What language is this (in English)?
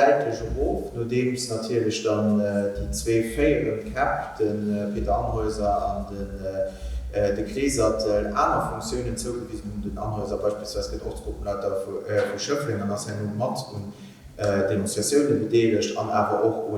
Luxembourgish